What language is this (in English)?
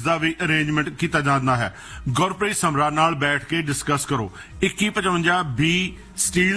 Punjabi